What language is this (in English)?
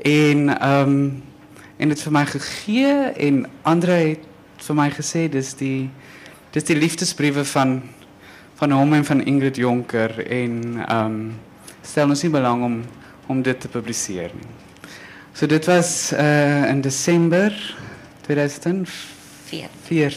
Afrikaans